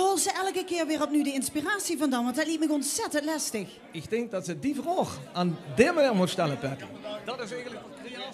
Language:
Limburgish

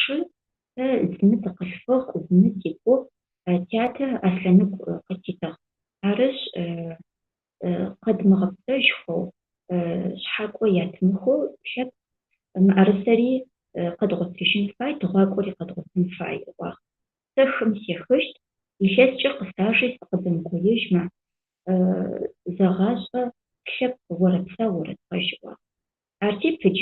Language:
Adyghe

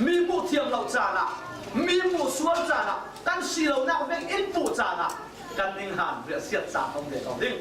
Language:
Falam Chin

